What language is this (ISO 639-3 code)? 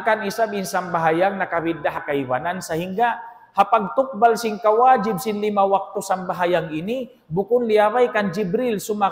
tsg